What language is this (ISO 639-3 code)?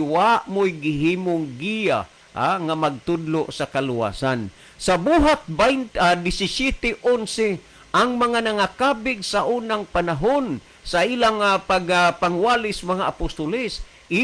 ceb